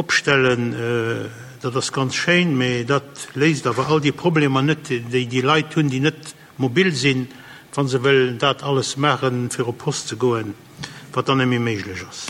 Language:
Luxembourgish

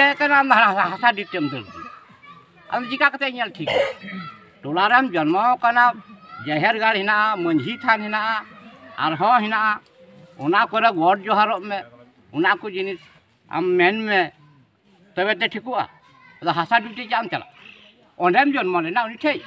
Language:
Santali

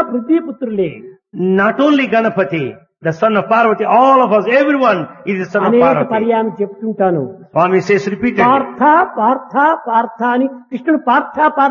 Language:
Telugu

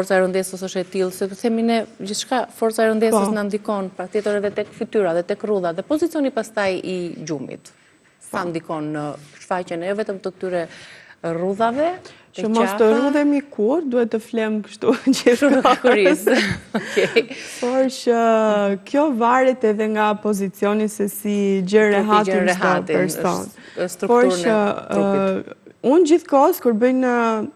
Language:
Albanian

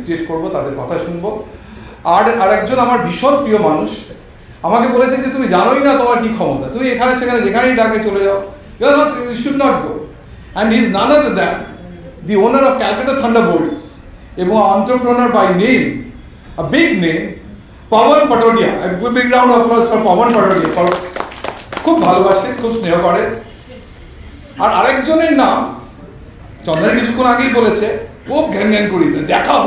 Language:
Bangla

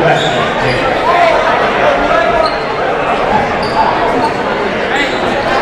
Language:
English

